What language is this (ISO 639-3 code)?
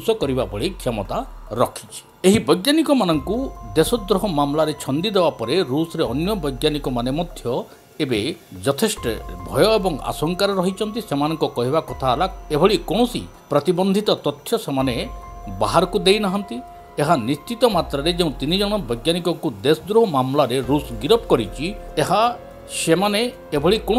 ori